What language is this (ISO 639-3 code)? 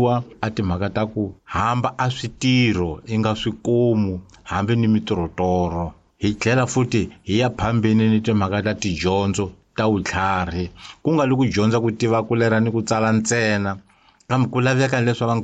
tso